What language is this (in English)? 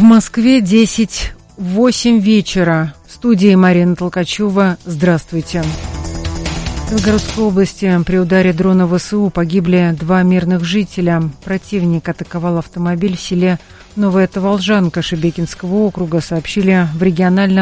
Russian